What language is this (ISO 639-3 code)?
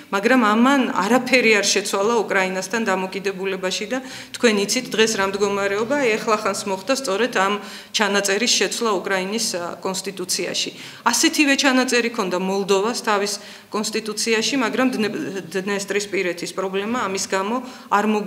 kat